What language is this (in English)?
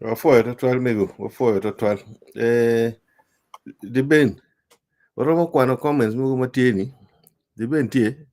Acoli